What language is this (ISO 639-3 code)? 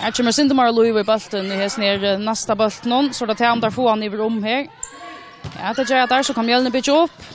fao